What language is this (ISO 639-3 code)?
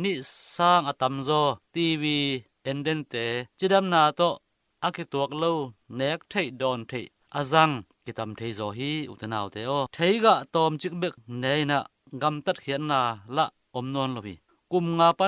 ctd